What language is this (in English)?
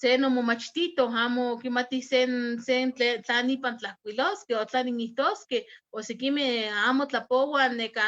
Eastern Huasteca Nahuatl